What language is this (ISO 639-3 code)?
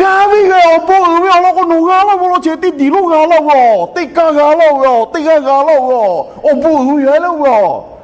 lhu